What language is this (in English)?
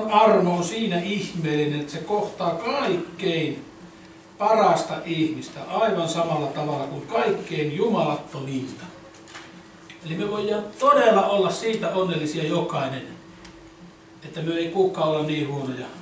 Finnish